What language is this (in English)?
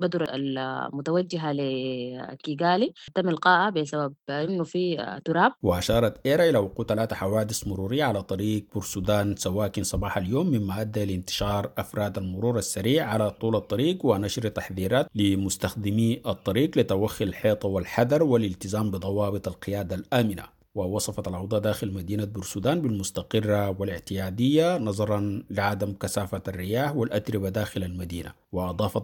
Sudanese Arabic